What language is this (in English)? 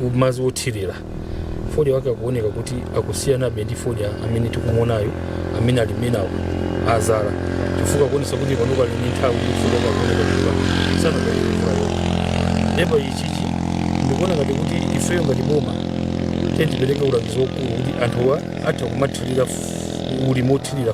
Nyanja